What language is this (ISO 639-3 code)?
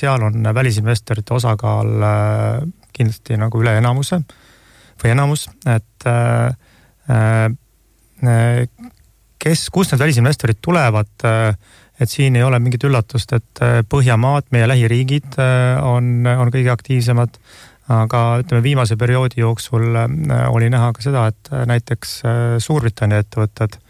est